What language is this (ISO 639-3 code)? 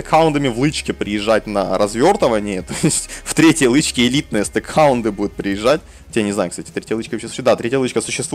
rus